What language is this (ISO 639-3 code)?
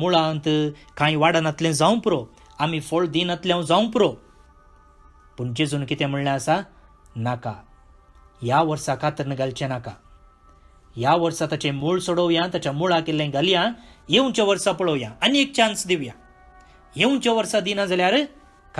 kok